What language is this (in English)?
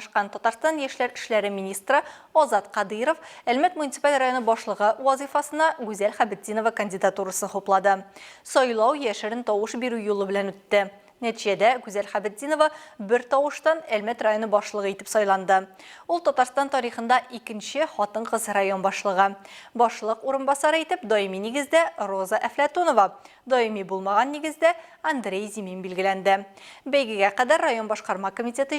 Tatar